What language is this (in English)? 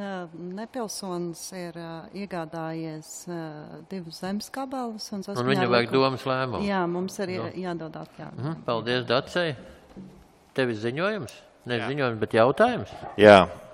Latvian